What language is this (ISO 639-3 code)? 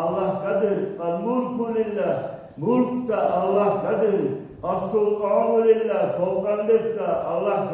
kum